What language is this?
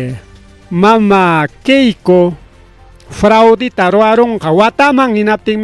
Ayacucho Quechua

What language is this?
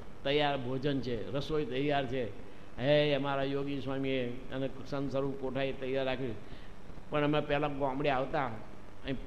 Gujarati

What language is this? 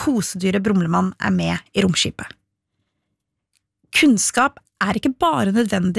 Norwegian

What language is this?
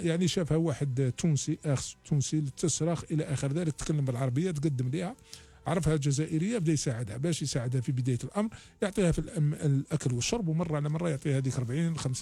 Algerian Arabic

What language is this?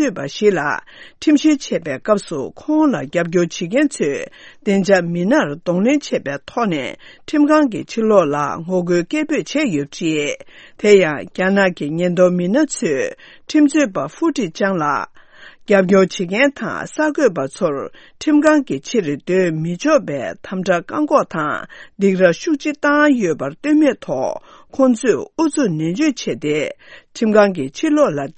Tibetan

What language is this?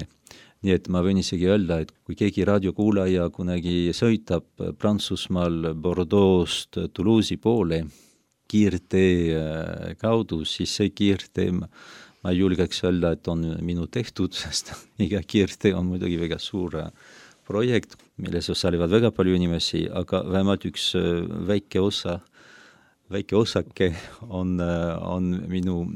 Estonian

